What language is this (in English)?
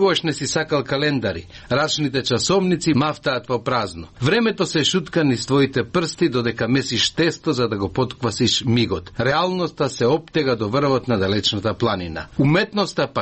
Macedonian